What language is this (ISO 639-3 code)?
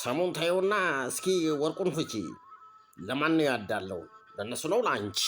amh